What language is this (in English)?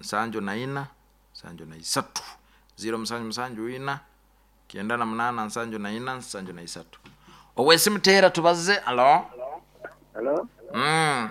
Nyoro